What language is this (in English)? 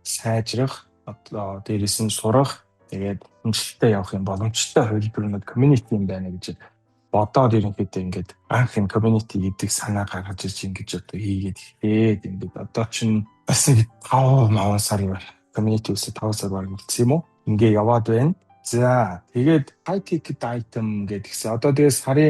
Mongolian